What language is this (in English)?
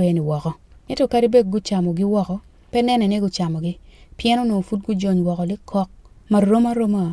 Acoli